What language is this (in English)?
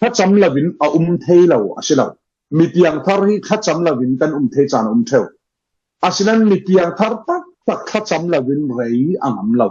Falam Chin